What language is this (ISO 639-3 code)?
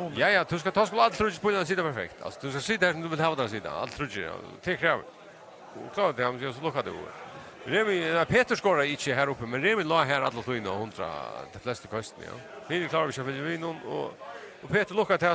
fao